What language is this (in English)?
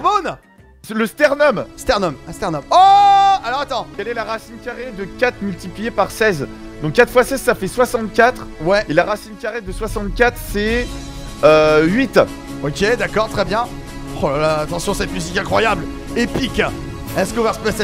French